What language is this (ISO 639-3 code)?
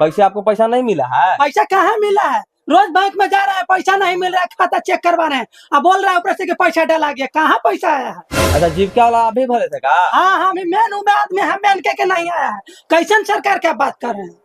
mag